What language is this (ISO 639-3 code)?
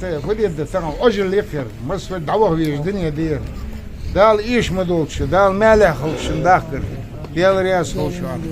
inh